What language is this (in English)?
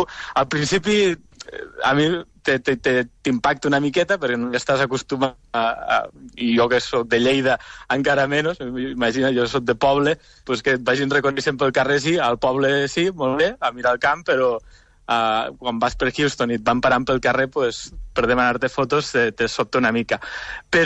Catalan